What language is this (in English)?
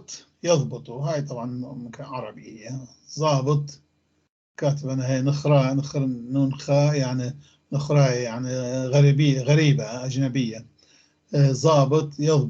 North Levantine Arabic